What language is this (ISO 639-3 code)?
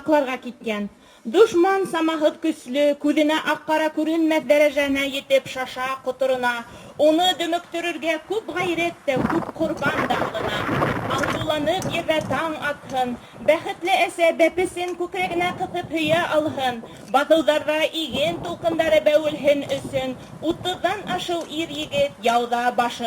bak